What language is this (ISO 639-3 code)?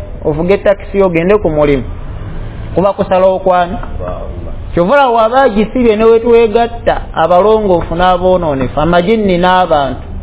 lug